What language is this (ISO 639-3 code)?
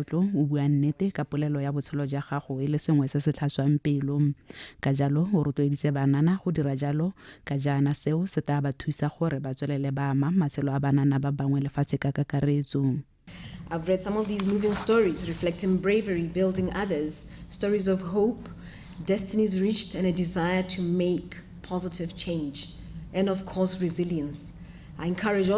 tsn